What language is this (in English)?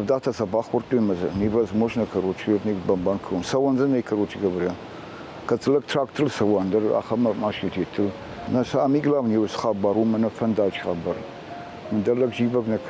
Ossetic